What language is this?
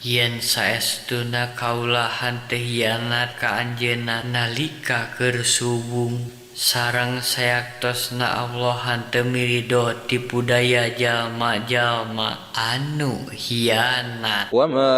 Sundanese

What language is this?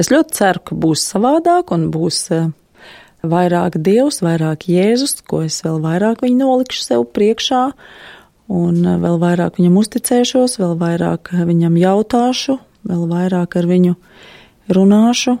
Latvian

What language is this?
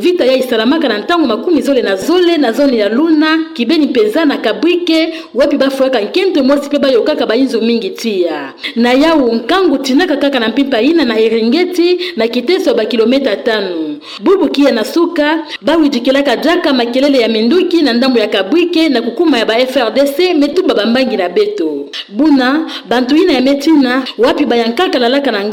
Kituba (Democratic Republic of Congo)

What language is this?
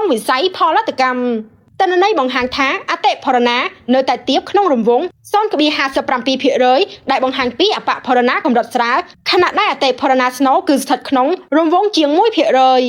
Khmer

